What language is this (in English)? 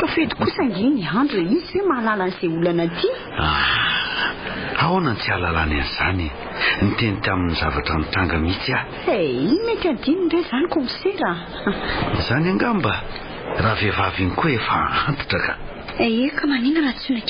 Malagasy